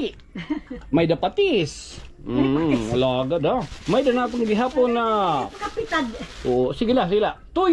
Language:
Waray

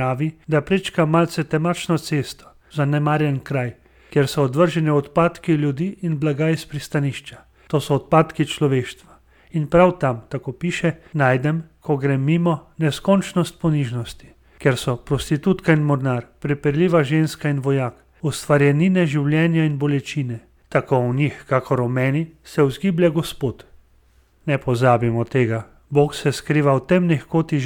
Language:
Slovenian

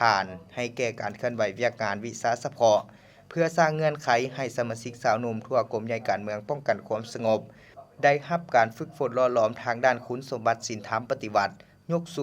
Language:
Lao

